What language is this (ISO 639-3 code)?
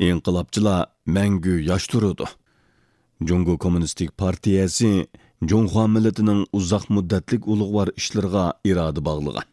uig